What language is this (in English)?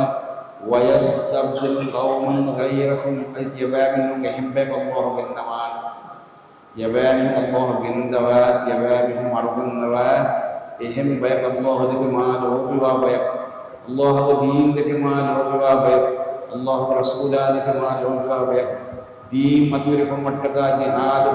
Divehi